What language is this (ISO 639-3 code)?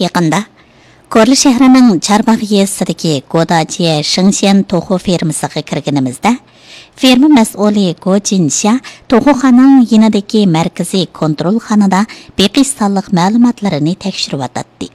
uig